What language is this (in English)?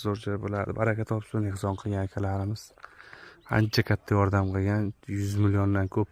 Uzbek